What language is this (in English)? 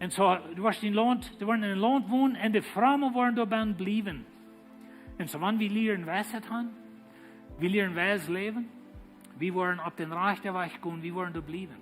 Plautdietsch